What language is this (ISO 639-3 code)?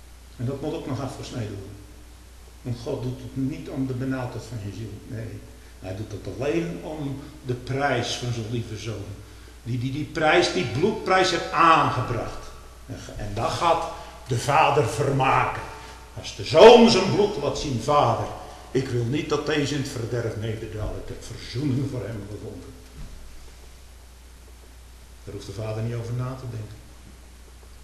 nld